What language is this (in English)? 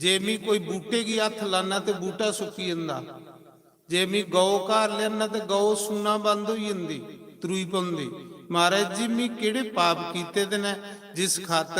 Dogri